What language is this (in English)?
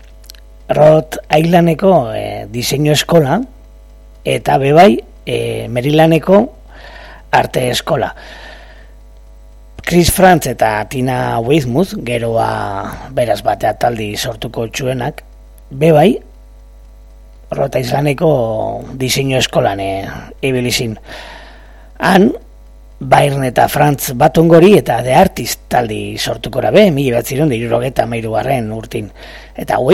Basque